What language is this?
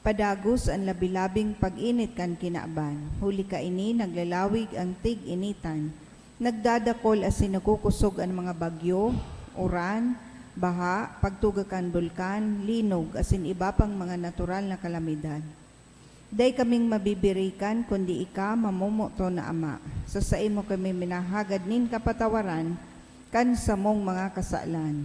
Bikol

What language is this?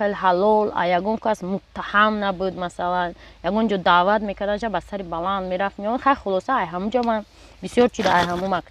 Tajik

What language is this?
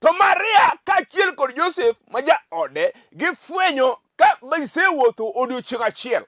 Luo (Kenya and Tanzania)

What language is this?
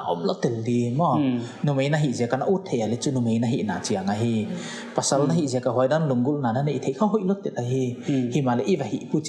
Paite Chin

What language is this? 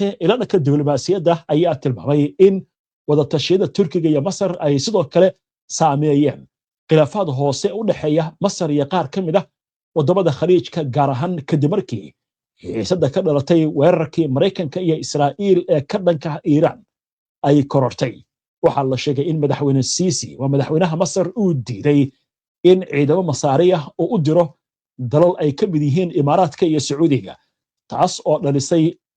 Somali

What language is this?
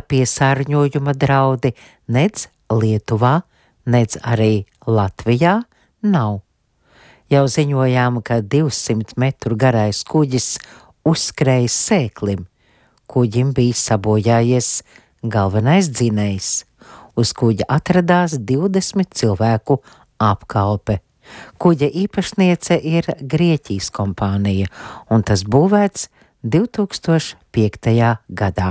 Latvian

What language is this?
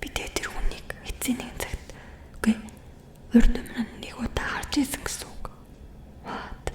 Mongolian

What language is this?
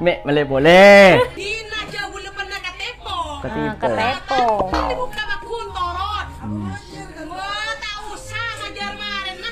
Madurese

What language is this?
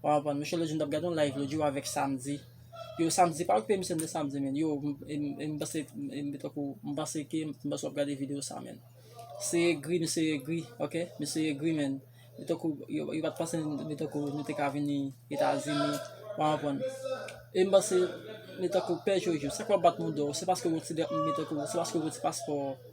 Haitian Creole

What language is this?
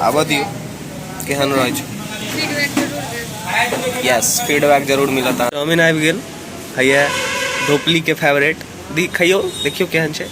Maithili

